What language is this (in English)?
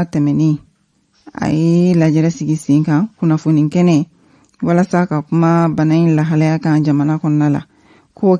Bambara